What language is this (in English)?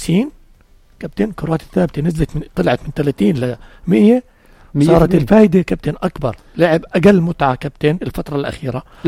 North Levantine Arabic